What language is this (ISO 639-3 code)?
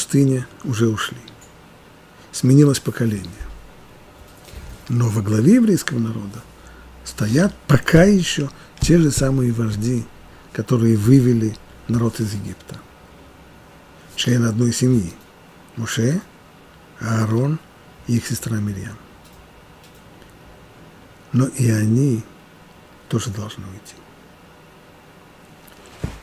rus